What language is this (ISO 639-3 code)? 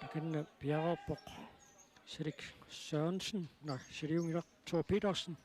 kal